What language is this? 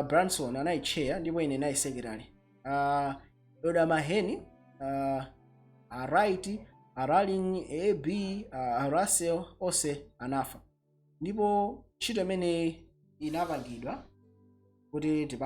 Nyanja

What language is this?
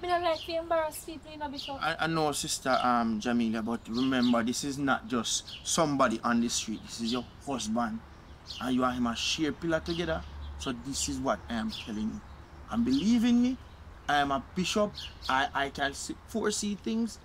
Jamaican Creole English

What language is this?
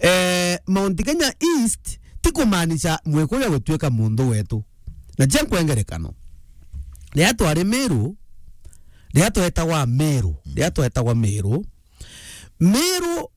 Meru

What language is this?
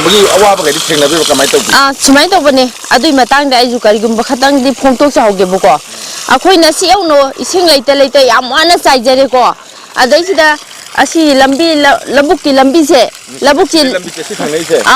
Manipuri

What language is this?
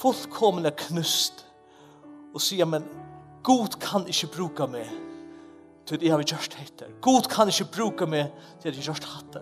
Faroese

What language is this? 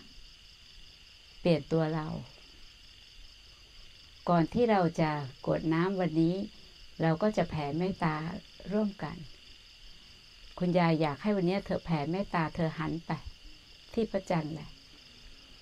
Thai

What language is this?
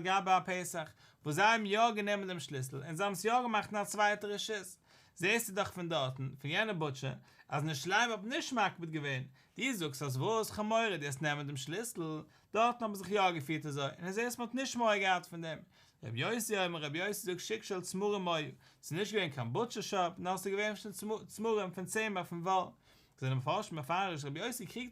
Yiddish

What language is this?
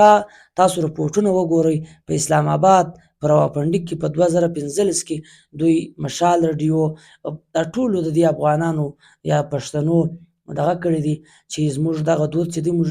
Pashto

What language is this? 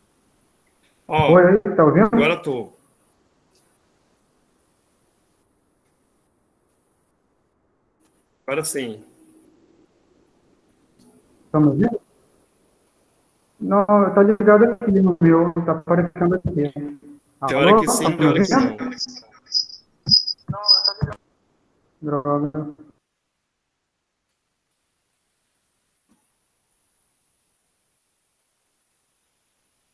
Portuguese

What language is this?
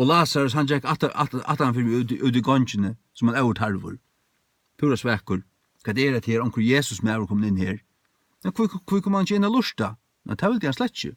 Faroese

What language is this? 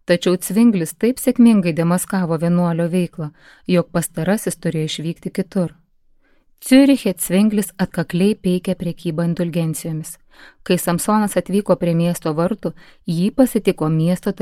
Lithuanian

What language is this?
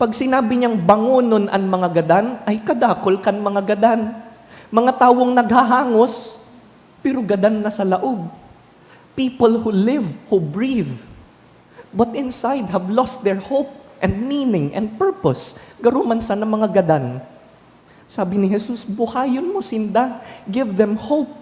Bikol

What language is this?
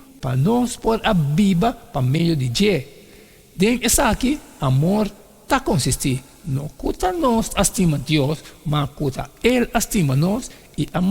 Papiamento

